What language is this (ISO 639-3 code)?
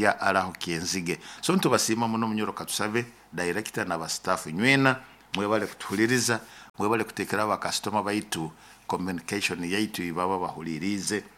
nyo